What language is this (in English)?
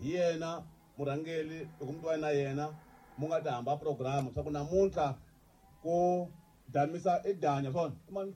Tsonga